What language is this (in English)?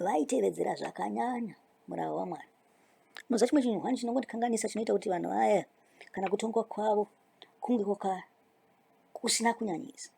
Shona